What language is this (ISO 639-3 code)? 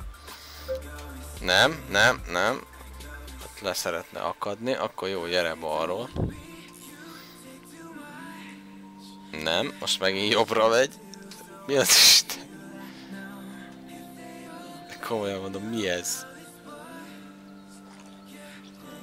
hun